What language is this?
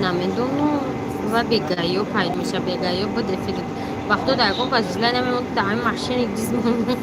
Tajik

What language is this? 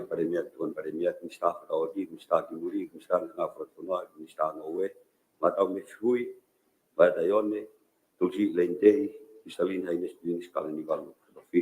Tongan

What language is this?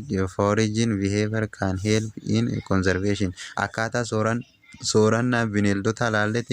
Oromo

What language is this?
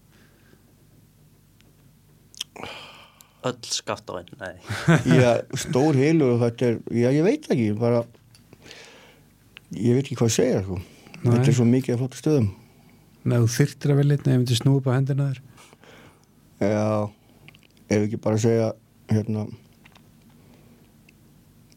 Icelandic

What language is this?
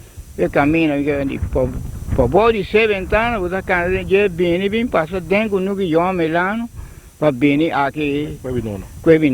Papiamento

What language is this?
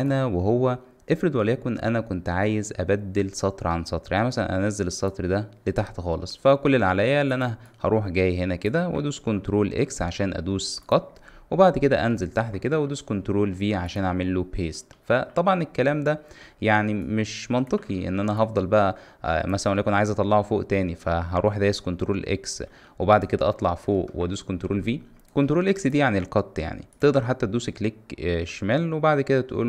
Egyptian Arabic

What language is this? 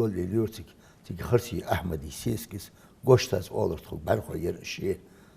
Ingush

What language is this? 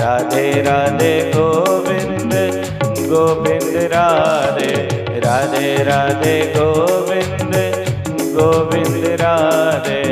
Dogri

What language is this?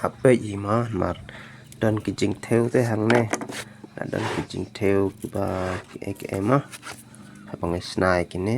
Khasi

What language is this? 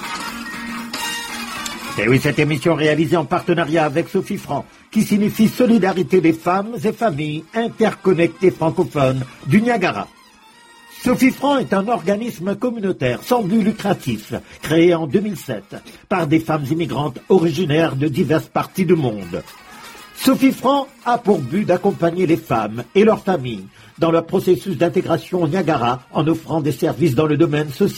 French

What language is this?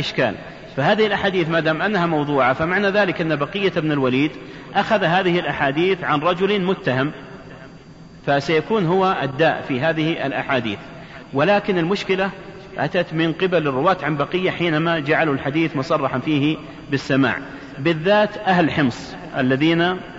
Arabic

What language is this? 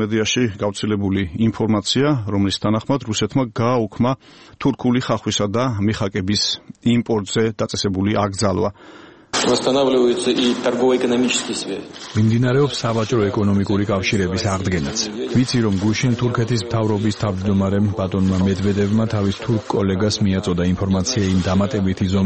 Georgian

